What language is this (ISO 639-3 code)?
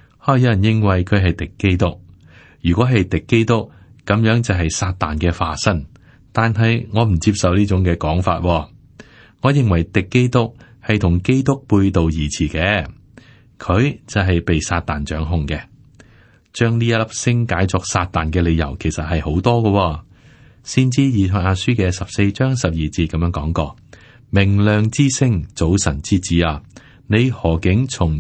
yue